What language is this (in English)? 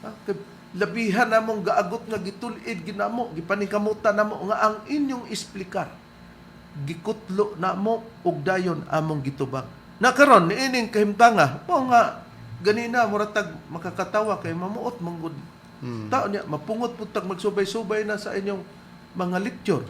Cebuano